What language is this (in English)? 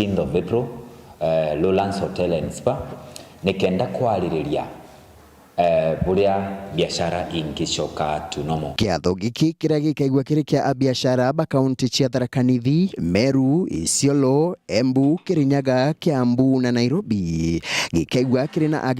Meru